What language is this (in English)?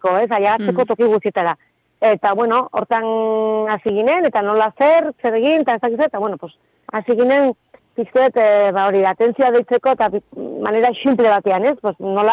Basque